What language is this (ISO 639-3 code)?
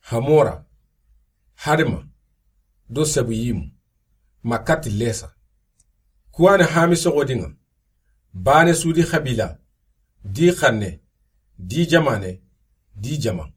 snk